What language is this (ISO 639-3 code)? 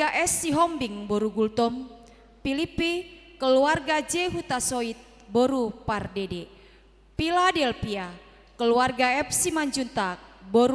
bbc